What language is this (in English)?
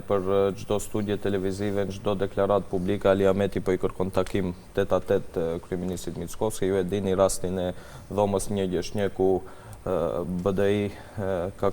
Albanian